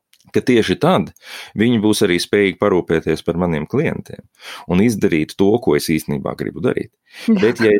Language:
Latvian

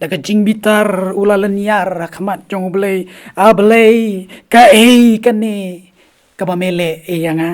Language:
Khasi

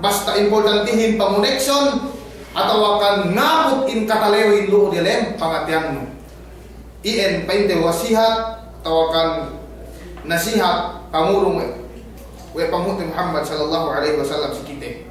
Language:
Yakan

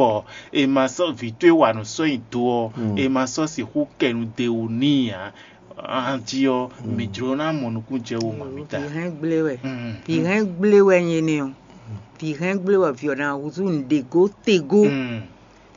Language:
Fon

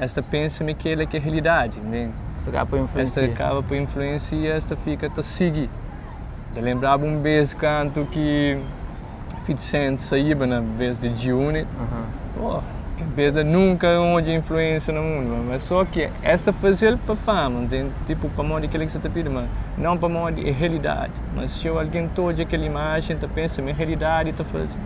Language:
Kabuverdianu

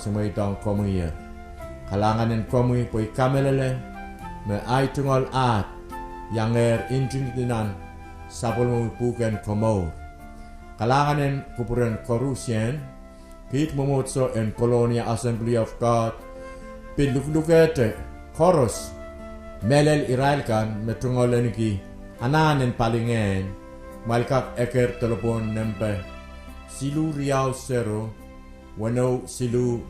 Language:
Pohnpeian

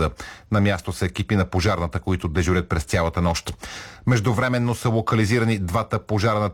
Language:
Bulgarian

